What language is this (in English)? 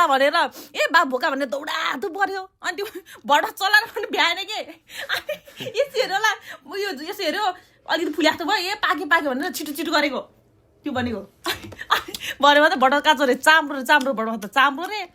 Nepali